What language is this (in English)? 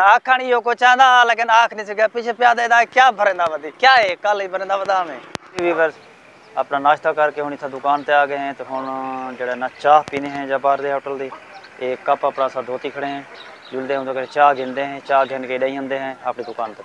Saraiki